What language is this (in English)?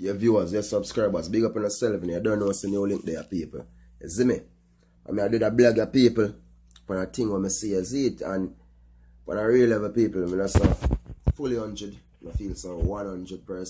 Jamaican Creole English